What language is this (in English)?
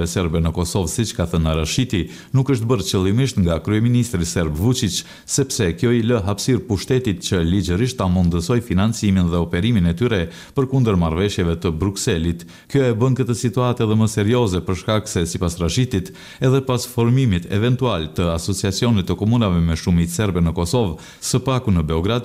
Albanian